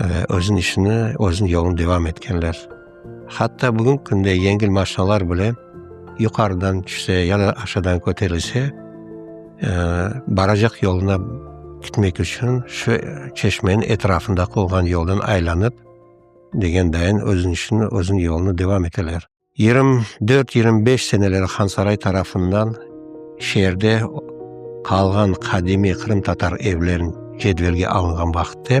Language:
Crimean Tatar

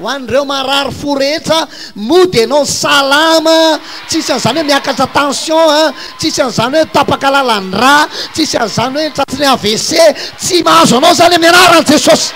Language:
Malagasy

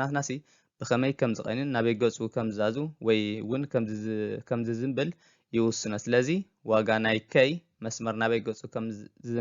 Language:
Tigrinya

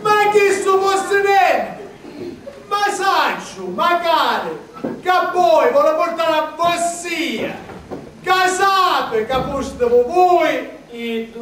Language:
Sicilian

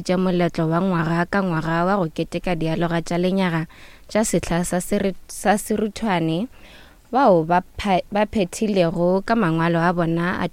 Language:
Northern Sotho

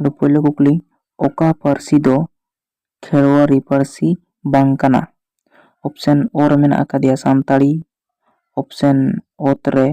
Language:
Santali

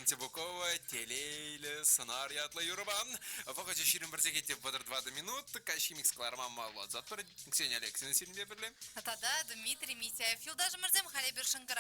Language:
Chuvash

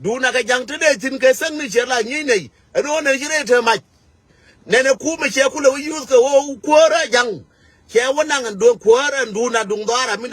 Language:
Nuer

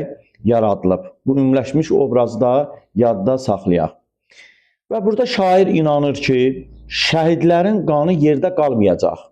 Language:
Azerbaijani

